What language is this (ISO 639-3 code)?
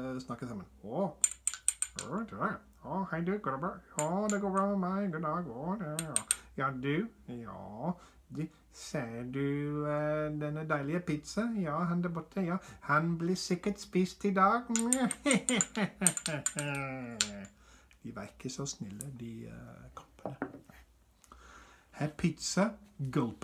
nor